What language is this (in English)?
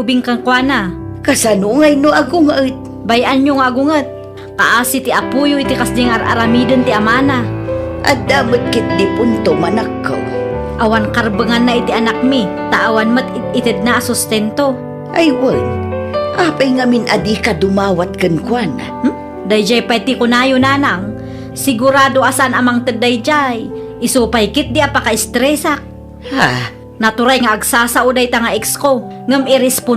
Iloko